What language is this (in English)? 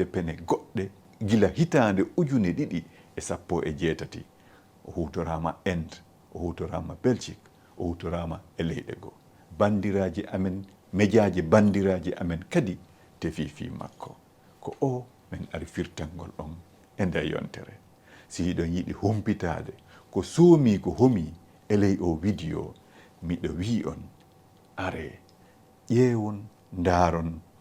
Fula